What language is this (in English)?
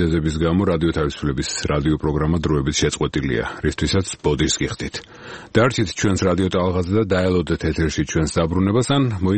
Georgian